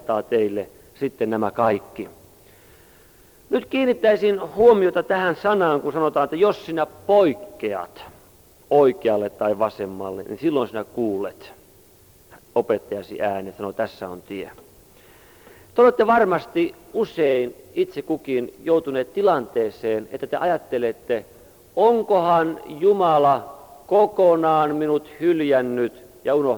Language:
Finnish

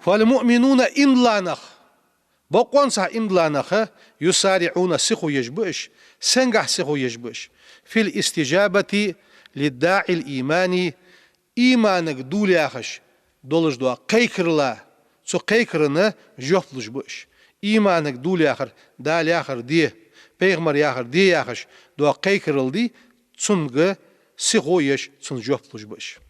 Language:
Ingush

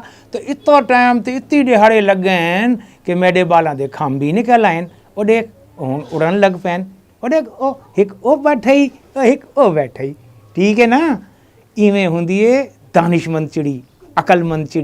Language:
Saraiki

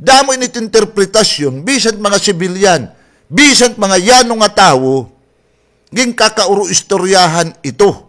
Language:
Waray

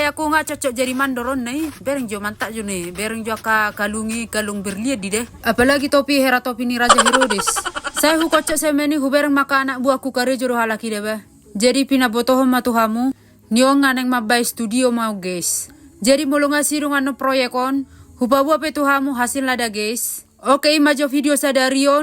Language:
Batak Toba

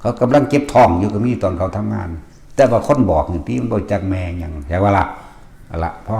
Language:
Northeastern Thai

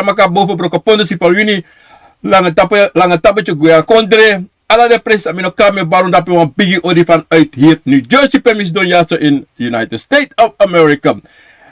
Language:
Sranan Tongo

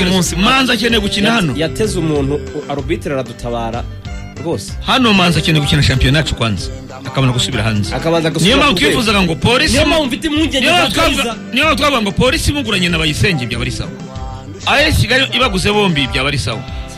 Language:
Kinyarwanda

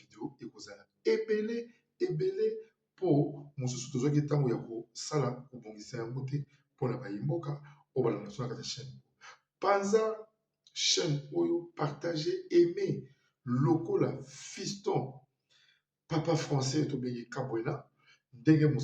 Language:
Lingala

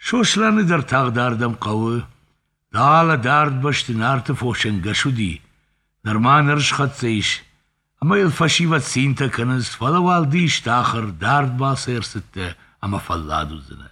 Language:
Ossetic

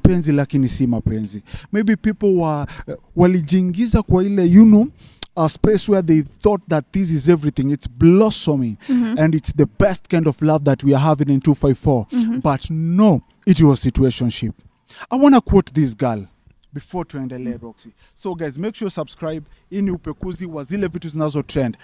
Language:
Swahili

